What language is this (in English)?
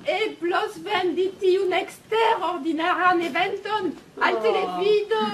Esperanto